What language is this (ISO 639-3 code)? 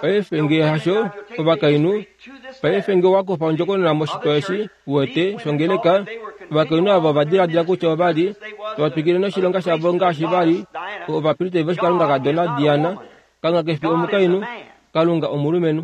kua